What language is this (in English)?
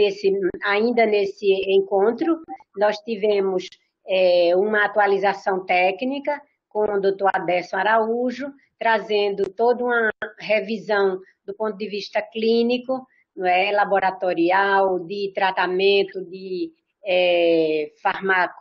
Portuguese